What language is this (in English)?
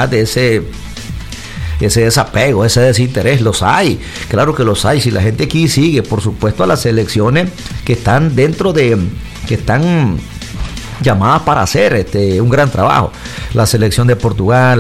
Spanish